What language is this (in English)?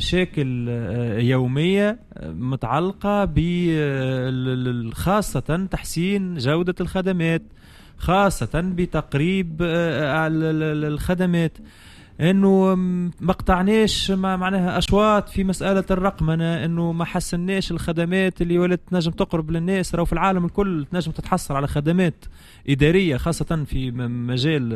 Tunisian Arabic